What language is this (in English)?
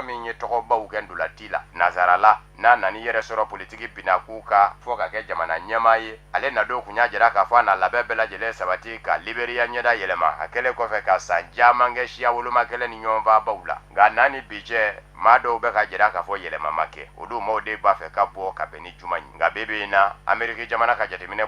Bambara